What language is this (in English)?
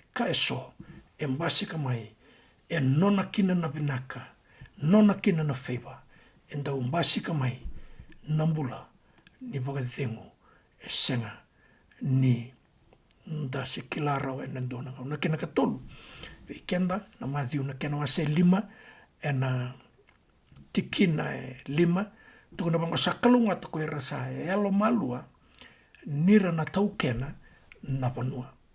Fijian